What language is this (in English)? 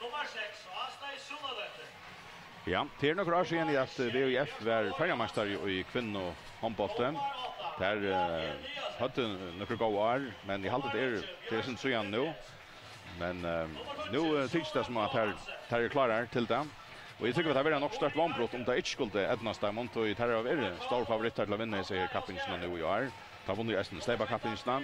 Faroese